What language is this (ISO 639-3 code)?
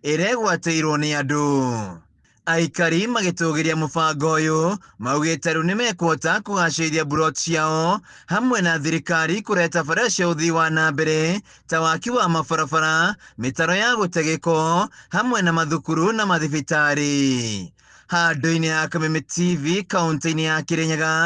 kik